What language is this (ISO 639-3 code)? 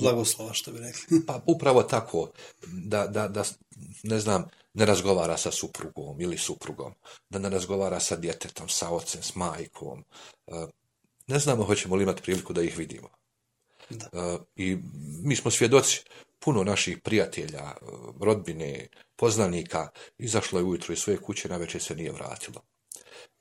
bos